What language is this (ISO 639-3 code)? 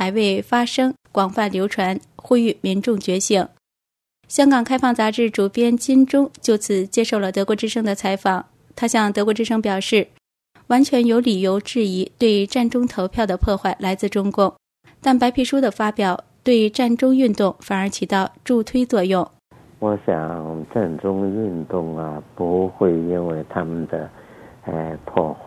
zho